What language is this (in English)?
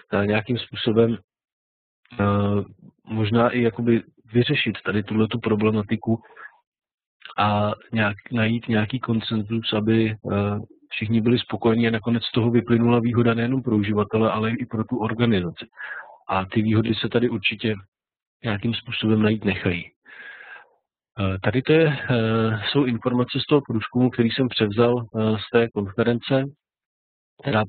Czech